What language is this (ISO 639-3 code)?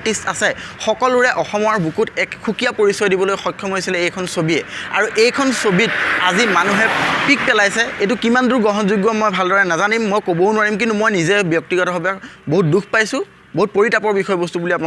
asm